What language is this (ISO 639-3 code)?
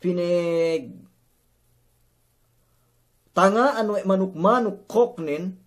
yka